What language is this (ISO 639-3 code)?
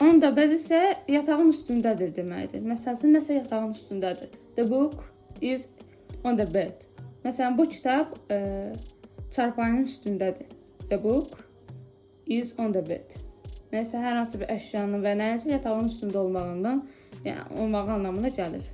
aze